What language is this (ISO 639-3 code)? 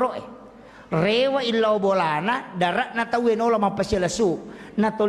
bug